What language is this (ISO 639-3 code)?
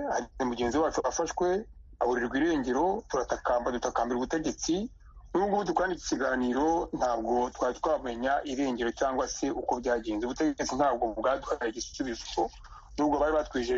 kin